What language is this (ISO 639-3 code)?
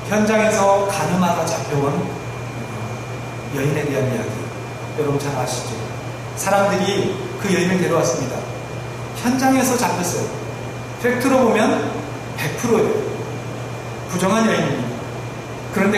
kor